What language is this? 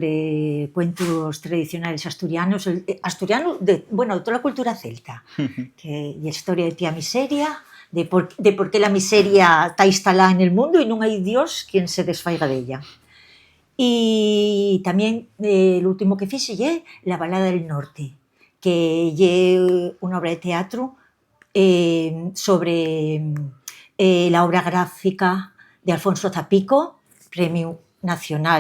Asturian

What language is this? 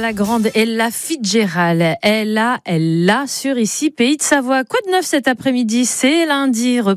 French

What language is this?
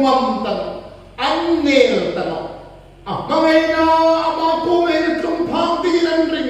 Hmar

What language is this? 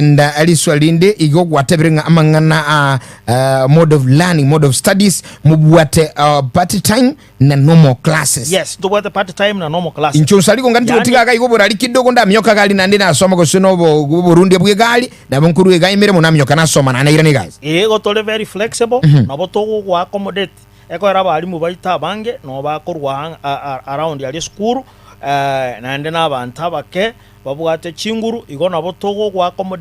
Gusii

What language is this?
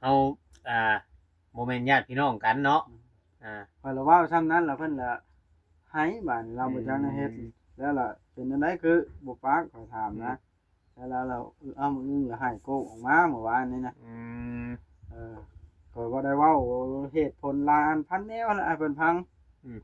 Lao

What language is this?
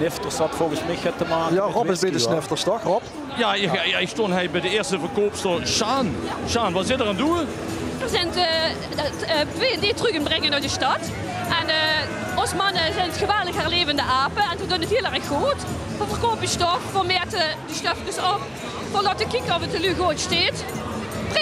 Limburgish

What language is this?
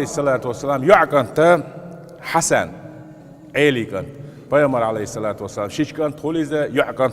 Chechen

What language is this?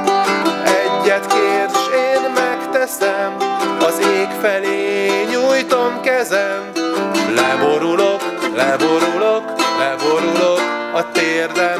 Hungarian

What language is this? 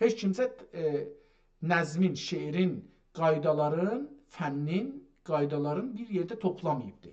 South Azerbaijani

